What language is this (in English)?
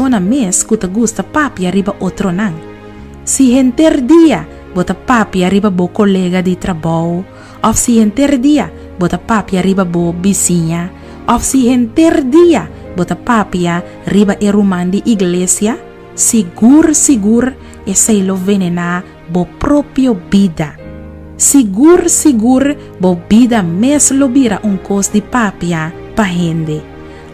Papiamento